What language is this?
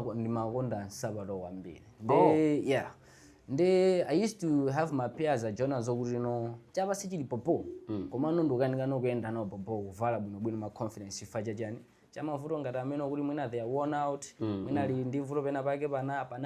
Nyanja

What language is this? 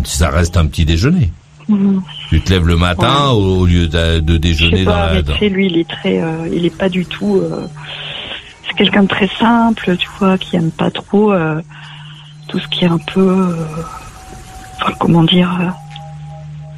French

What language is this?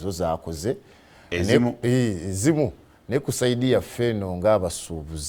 Ganda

